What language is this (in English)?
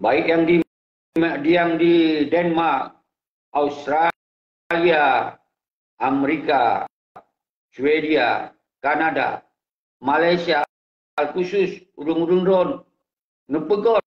Achinese